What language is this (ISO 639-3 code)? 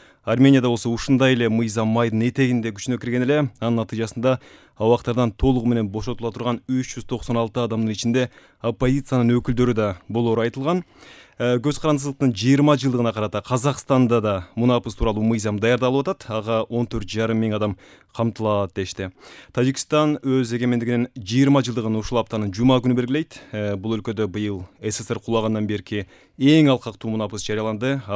kir